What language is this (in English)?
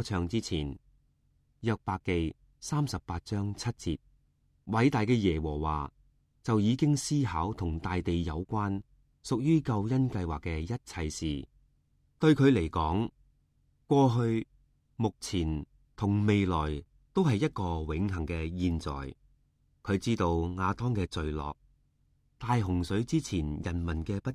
Cantonese